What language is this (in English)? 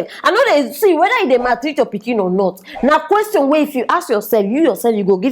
Nigerian Pidgin